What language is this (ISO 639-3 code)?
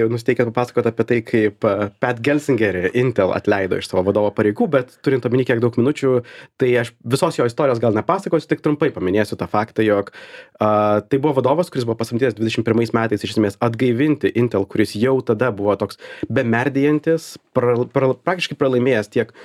lit